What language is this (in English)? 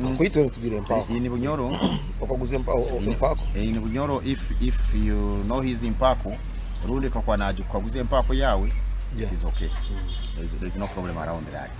Nyoro